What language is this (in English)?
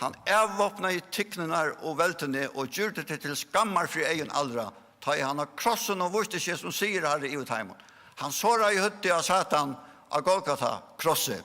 Faroese